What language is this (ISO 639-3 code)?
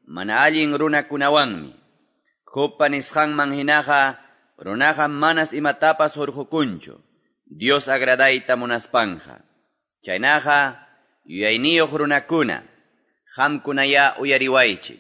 que